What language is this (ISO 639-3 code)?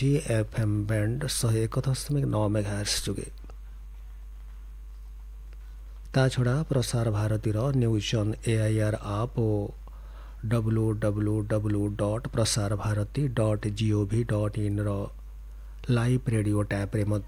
ori